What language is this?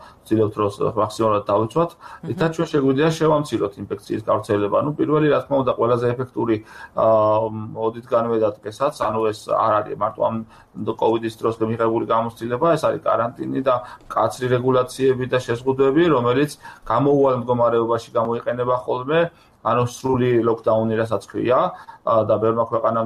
Georgian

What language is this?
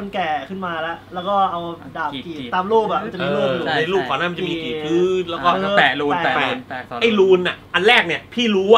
Thai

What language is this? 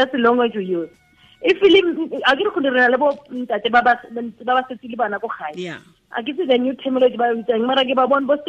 Tswana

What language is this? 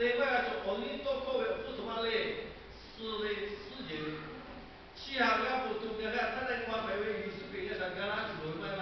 Lahu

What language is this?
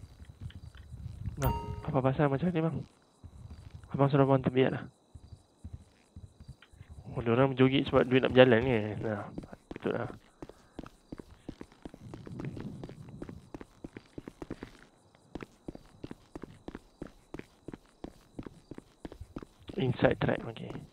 Malay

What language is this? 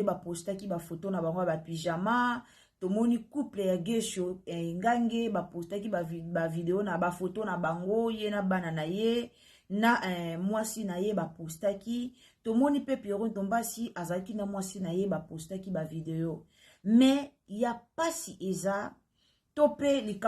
Lingala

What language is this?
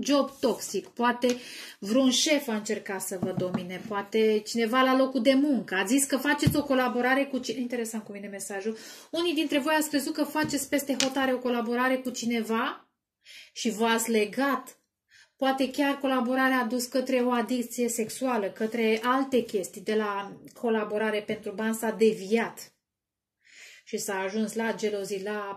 Romanian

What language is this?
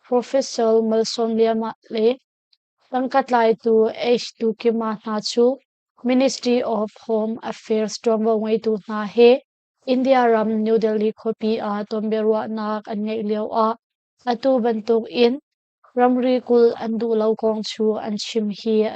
Hakha Chin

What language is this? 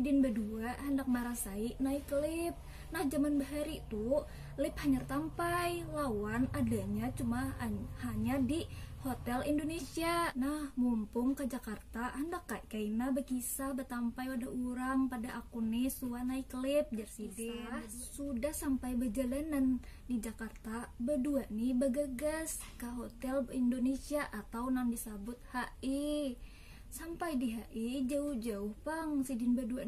Banjar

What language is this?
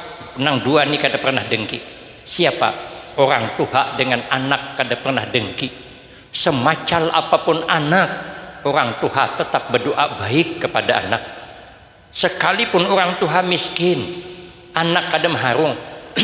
Banjar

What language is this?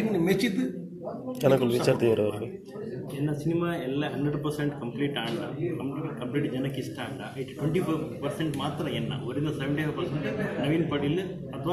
Tulu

